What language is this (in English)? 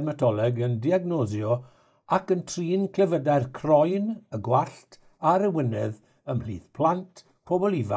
Welsh